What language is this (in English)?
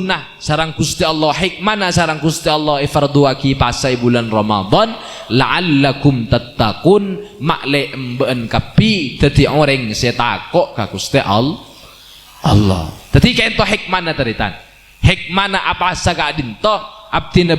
Madurese